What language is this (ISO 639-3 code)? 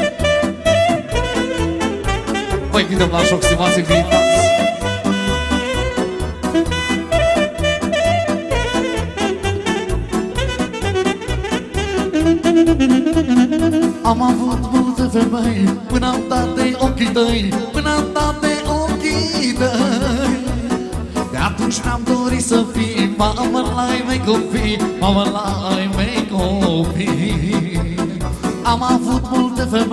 ron